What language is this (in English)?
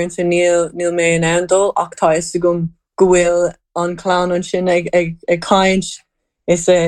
Irish